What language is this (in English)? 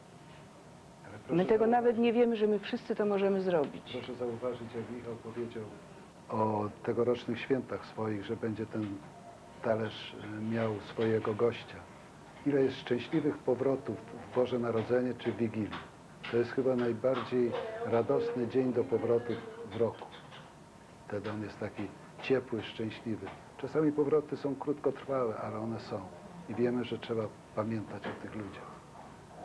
Polish